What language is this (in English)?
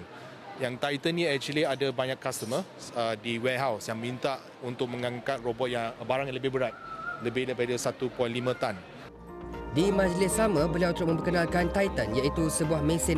Malay